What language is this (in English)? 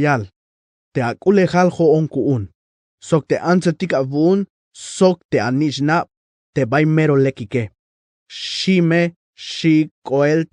Tzeltal